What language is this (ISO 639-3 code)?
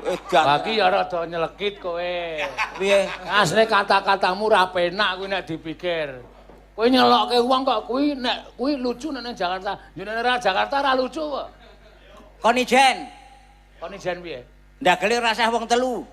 jav